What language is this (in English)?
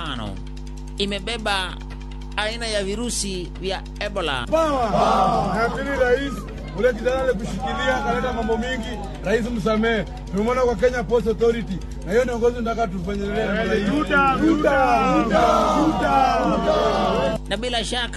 Gusii